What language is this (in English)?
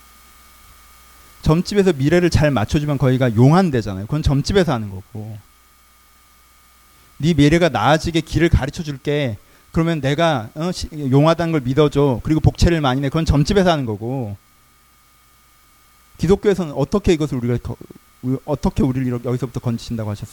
Korean